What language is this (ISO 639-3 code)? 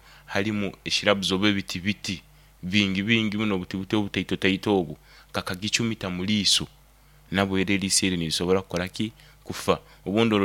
nyo